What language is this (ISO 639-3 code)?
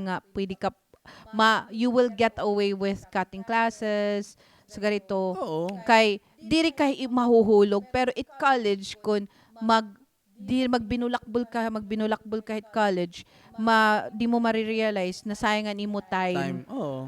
war